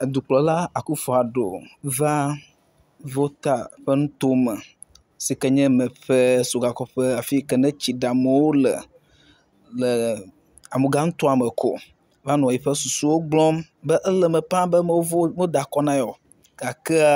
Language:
Ewe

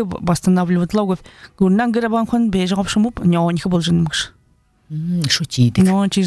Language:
Buriat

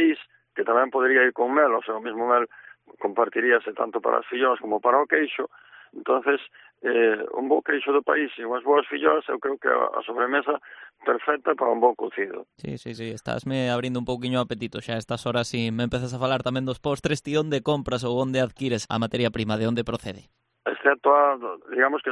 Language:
Galician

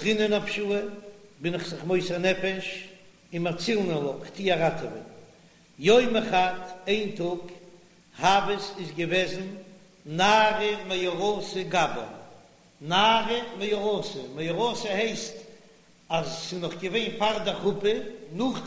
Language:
Yiddish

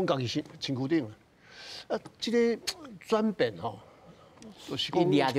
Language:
Min Nan Chinese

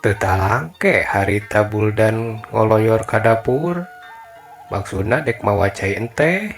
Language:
Sundanese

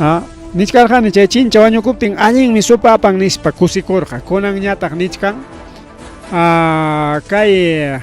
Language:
Ayacucho Quechua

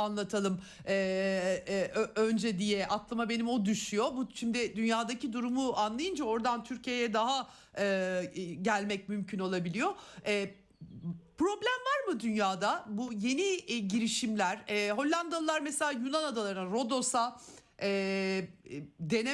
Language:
Turkish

